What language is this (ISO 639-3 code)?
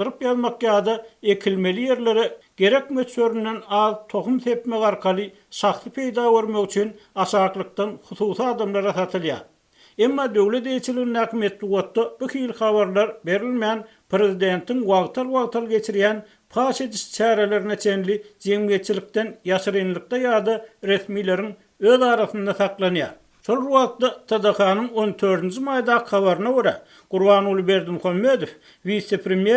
tuk